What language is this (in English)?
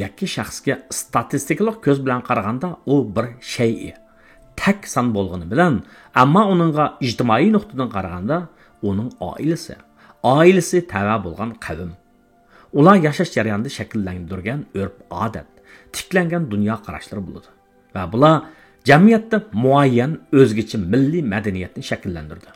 Uyghur